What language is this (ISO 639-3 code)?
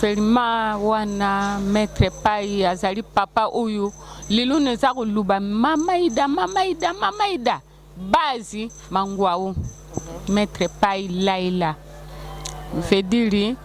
lin